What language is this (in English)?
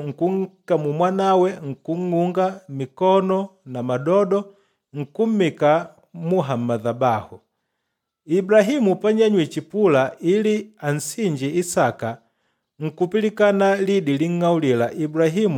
Makonde